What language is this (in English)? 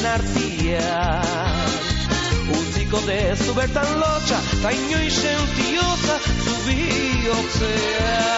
Basque